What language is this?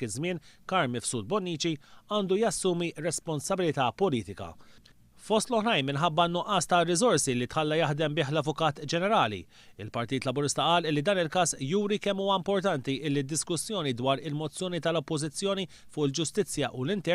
Maltese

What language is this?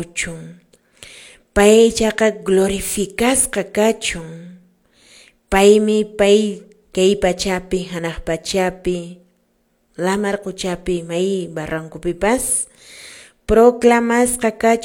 Quechua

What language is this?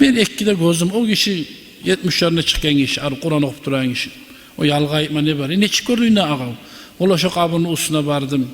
Kumyk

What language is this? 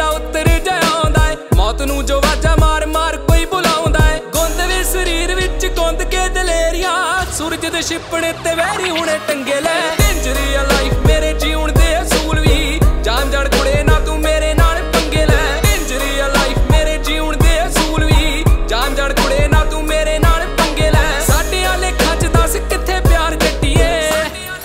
Punjabi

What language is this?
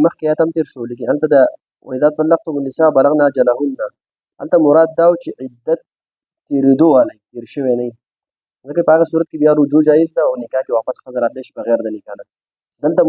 Pashto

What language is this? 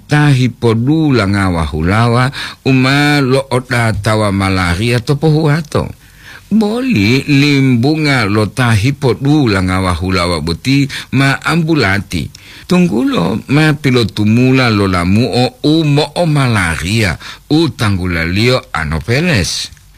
Gorontalo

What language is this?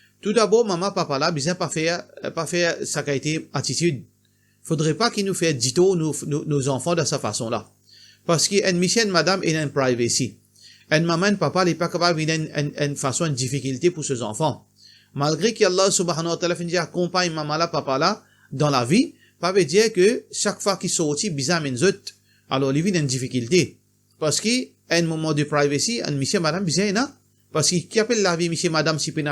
Morisyen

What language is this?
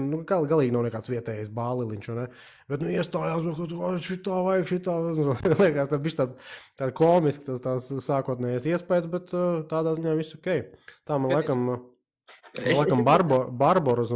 Latvian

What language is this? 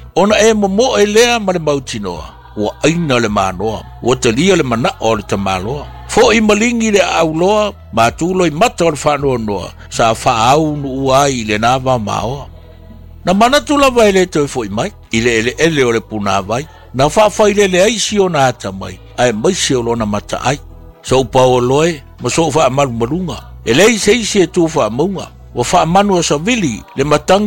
Samoan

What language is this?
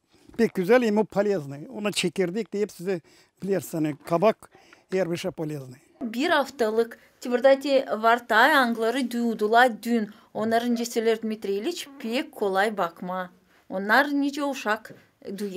Gagauz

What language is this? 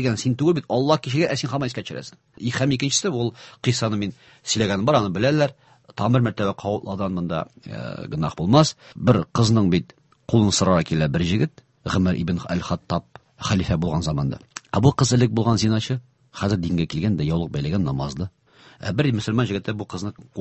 Tatar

